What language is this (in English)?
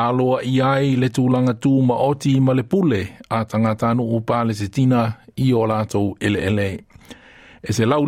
Samoan